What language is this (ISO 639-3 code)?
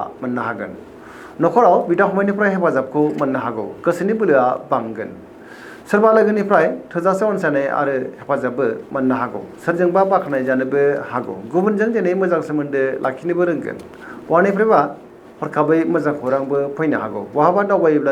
brx